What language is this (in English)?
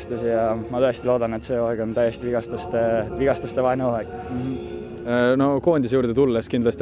Estonian